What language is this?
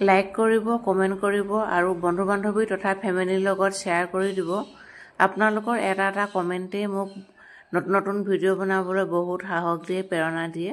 Assamese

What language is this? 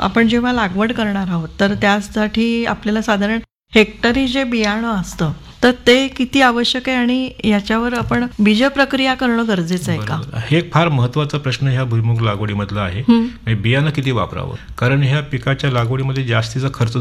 Marathi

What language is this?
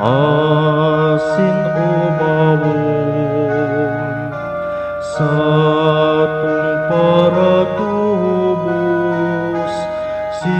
Bikol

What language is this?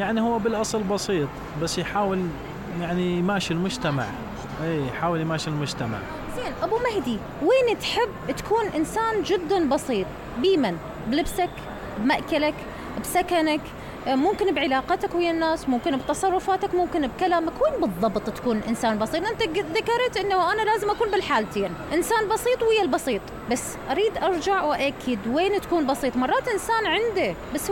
Mesopotamian Arabic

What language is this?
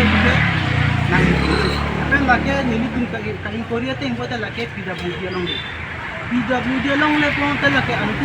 Karbi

